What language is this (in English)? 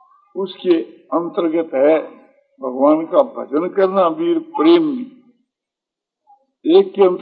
Hindi